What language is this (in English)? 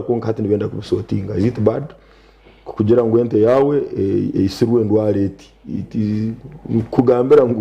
Nyankole